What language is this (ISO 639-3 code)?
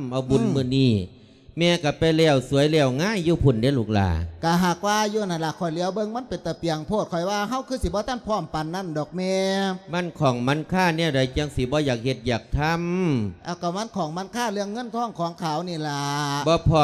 lao